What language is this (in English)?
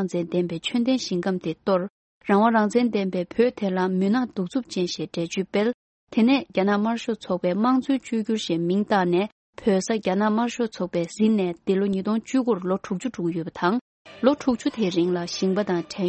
Tibetan